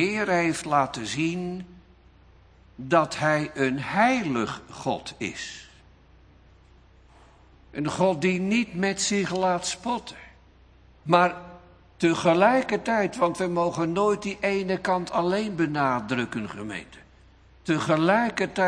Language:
Dutch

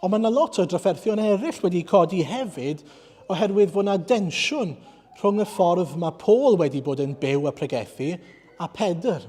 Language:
Welsh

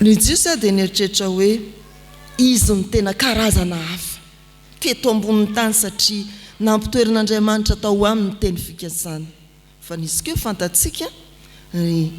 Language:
Malagasy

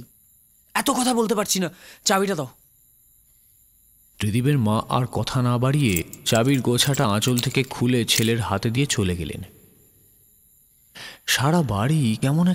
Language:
Bangla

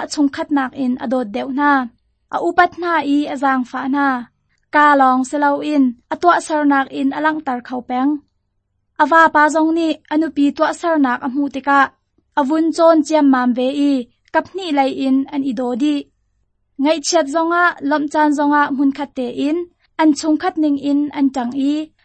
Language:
Hakha Chin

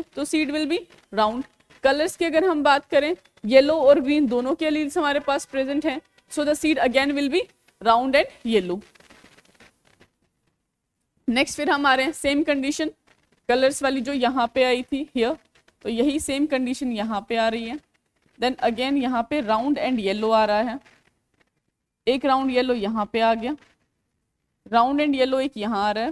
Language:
Hindi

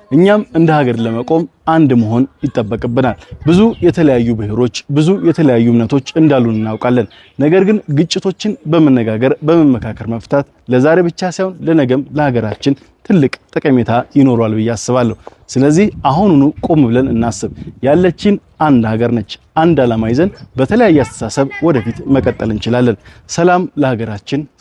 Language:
Amharic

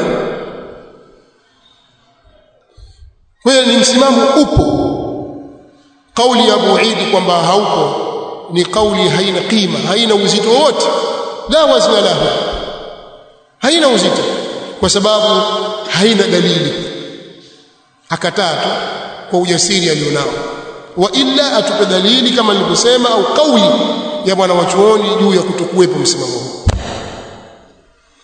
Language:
Swahili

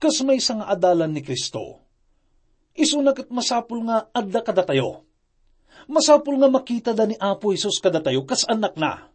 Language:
Iloko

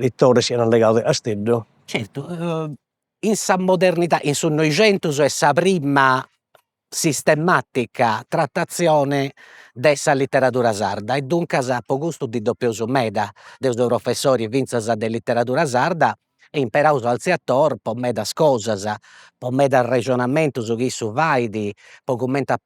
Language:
Sardinian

